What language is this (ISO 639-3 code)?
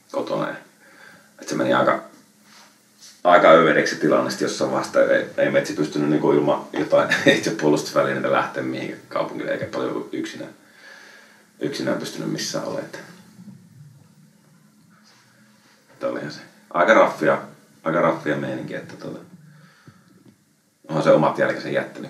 fin